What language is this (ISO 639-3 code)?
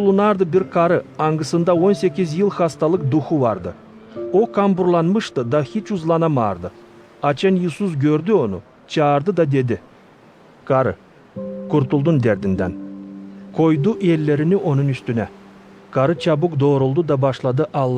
gag